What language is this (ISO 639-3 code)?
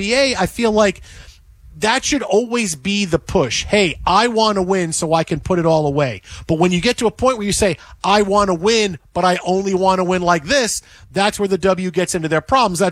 eng